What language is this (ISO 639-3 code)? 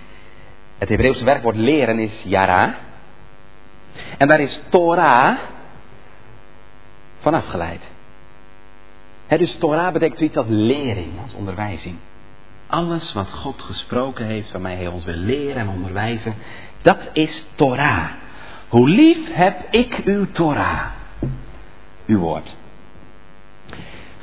nld